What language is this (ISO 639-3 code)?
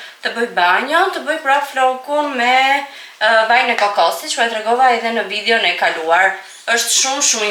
sqi